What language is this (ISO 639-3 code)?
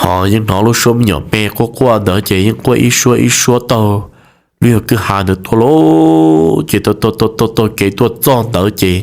hmn